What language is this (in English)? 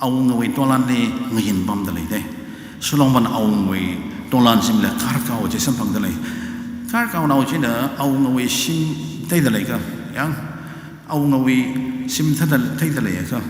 Tangkhul Naga (India)